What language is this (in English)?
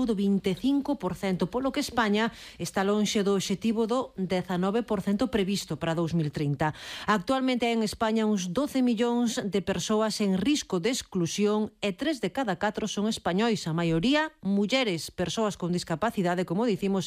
Galician